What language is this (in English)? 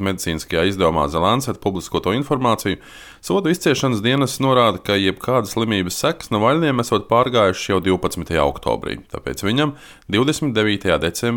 Latvian